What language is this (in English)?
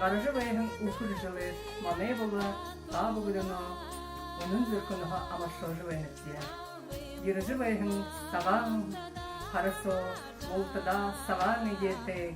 Buriat